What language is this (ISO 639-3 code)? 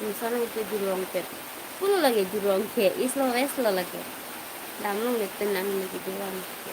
mjw